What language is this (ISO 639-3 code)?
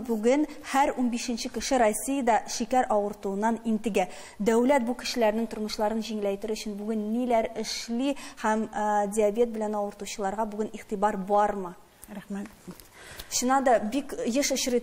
tat